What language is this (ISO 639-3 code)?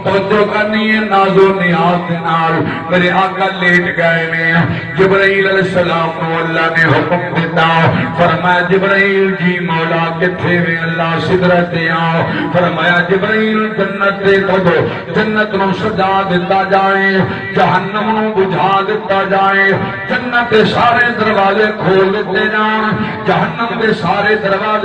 skr